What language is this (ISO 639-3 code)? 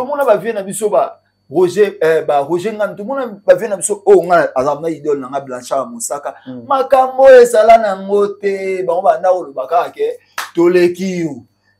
lin